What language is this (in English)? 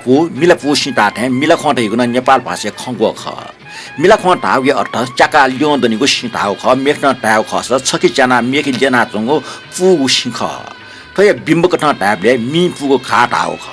Newari